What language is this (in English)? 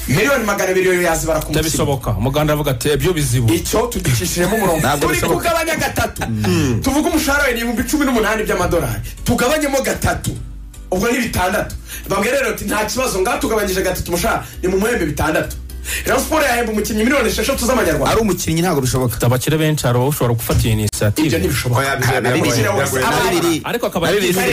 Kinyarwanda